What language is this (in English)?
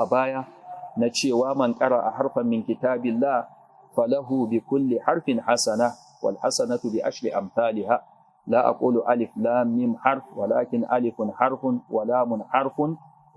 Hausa